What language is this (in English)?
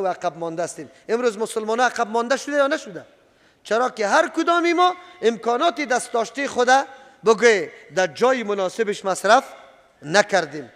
Persian